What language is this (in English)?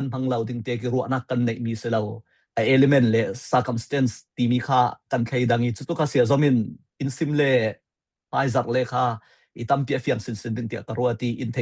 Falam Chin